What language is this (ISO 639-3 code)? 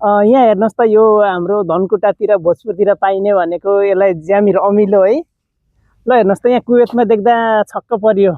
nep